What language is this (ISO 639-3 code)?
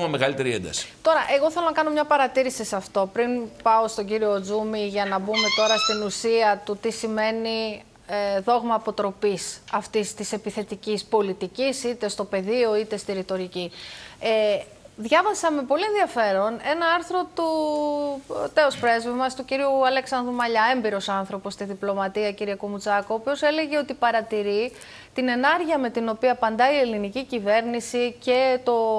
ell